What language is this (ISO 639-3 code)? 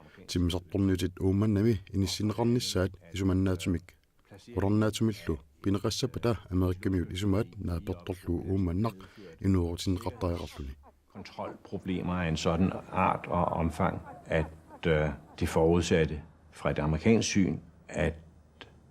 kal